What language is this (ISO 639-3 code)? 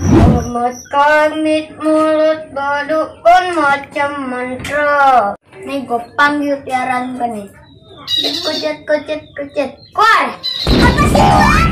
bew